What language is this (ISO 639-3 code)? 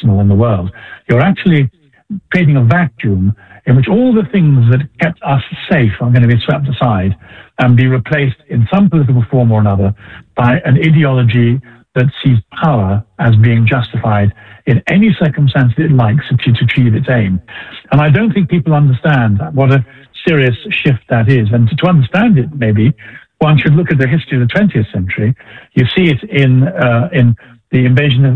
eng